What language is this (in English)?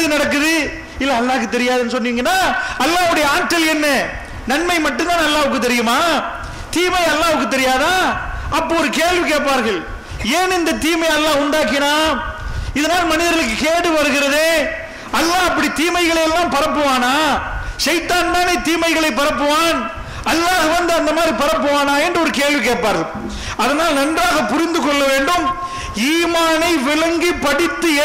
Tamil